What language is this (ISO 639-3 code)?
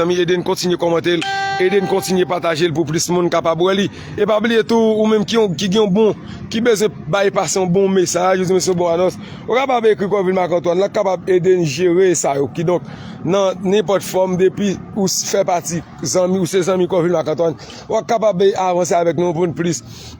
hat